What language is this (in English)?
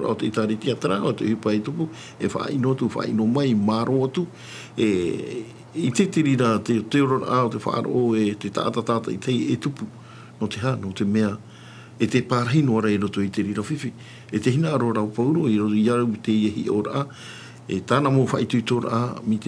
Tahitian